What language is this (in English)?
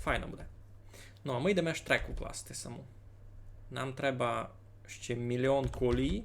Rusyn